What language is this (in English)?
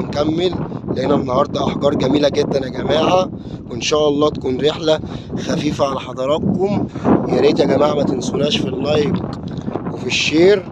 Egyptian Arabic